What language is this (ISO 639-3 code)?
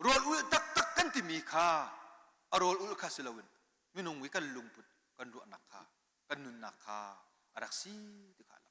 cnh